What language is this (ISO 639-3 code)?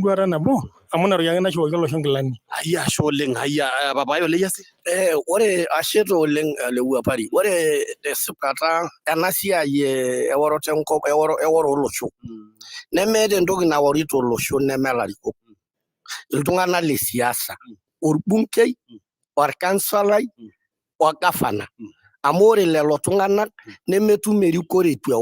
mas